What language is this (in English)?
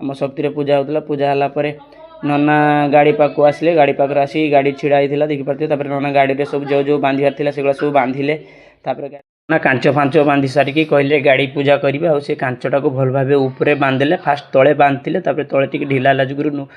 Odia